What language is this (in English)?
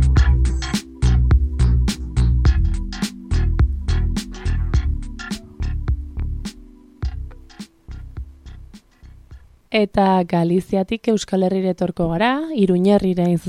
Basque